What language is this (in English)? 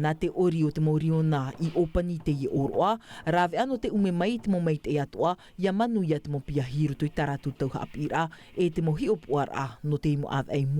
Tahitian